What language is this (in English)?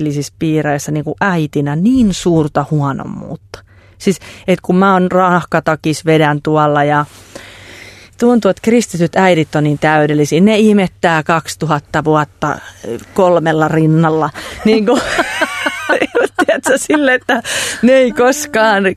Finnish